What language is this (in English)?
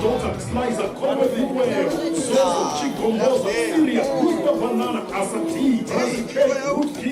Venda